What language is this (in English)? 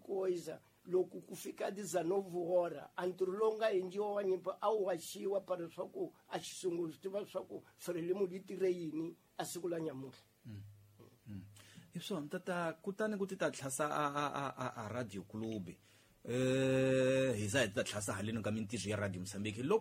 Tsonga